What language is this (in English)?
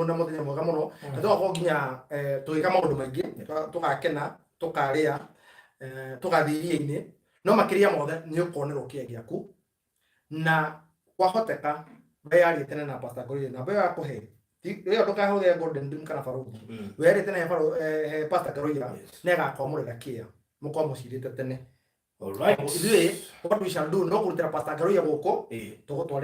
Kikuyu